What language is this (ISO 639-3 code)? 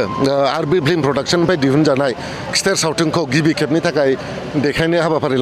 brx